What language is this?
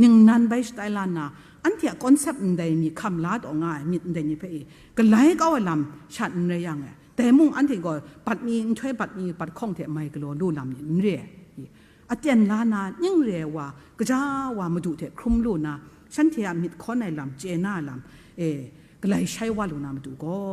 Kachin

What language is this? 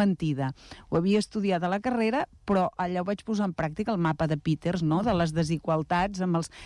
Catalan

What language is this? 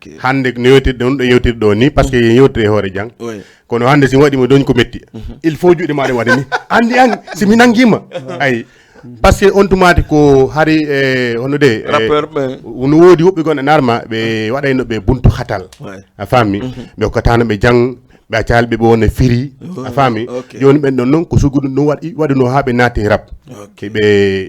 Fula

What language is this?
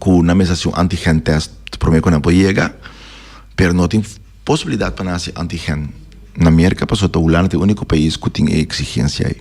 Papiamento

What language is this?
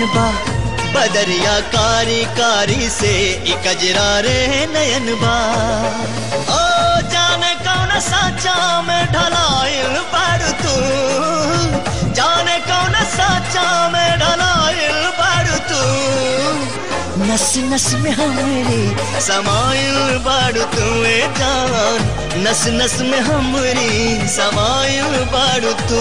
Bhojpuri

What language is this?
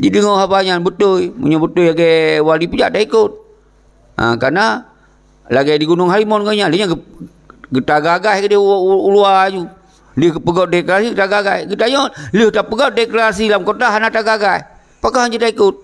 Achinese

